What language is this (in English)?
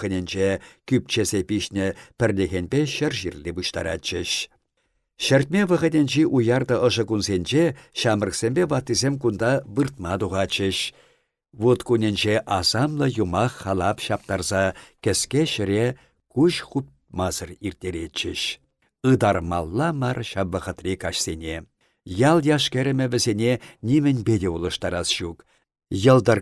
Chuvash